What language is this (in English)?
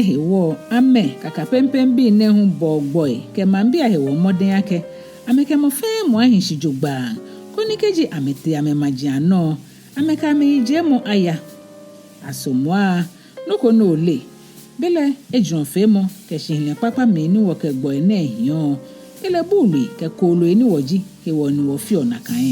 Ga